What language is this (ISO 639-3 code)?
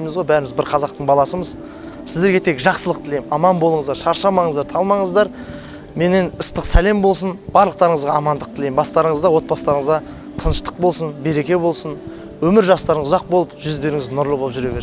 kaz